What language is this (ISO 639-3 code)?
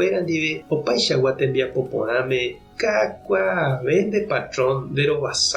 grn